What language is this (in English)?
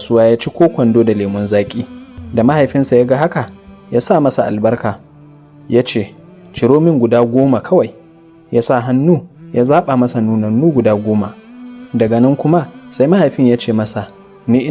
Hausa